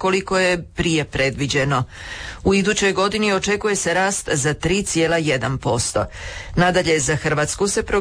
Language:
Croatian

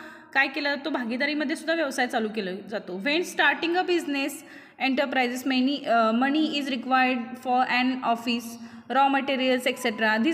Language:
Marathi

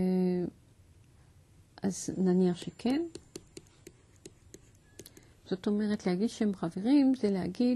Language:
Hebrew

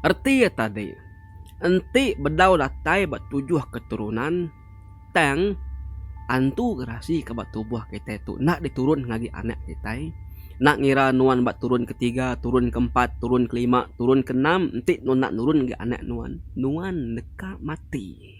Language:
Iban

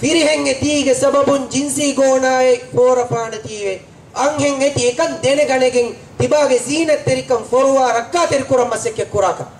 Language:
Divehi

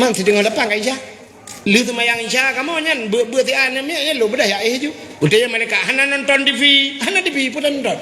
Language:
Achinese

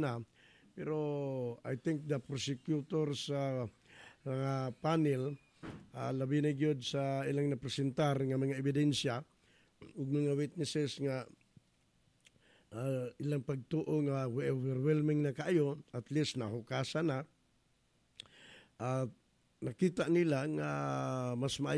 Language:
Cebuano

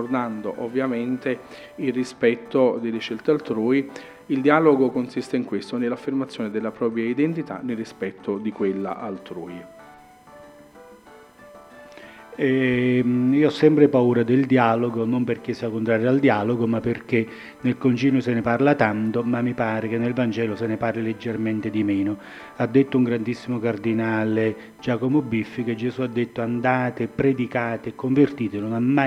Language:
Italian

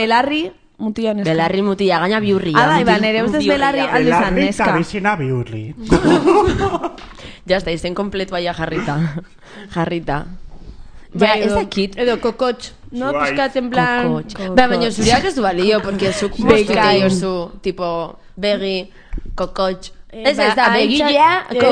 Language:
Basque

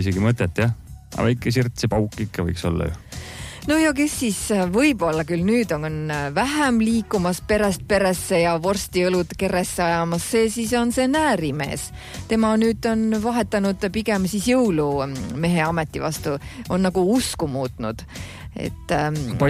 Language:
Estonian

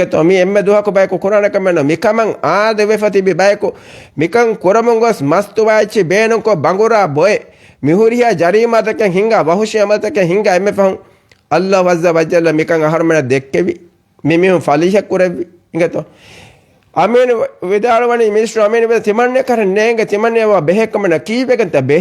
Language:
Divehi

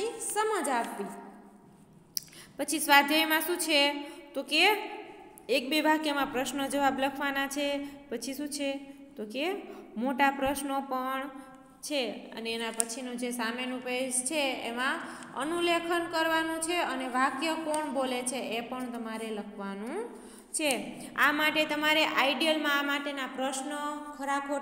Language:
Gujarati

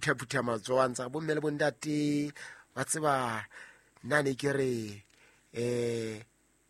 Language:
Southern Sotho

